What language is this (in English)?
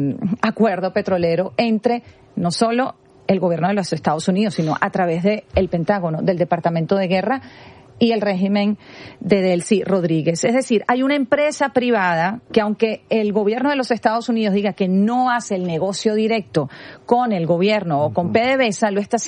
Spanish